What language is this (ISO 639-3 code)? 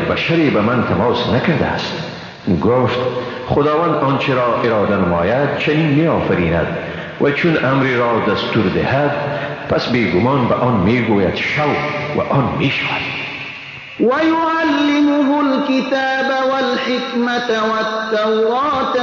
fas